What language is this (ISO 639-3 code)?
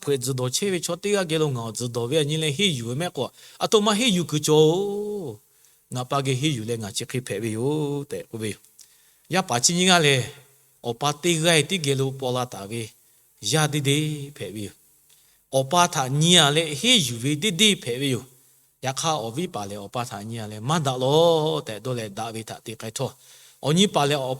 lhu